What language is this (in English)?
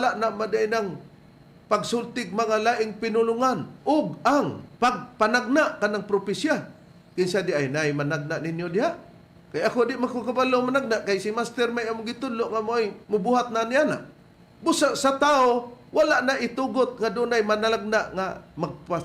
Cebuano